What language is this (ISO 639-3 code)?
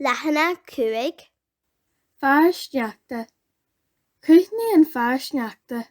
gle